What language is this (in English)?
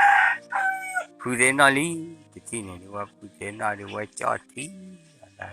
S'gaw Karen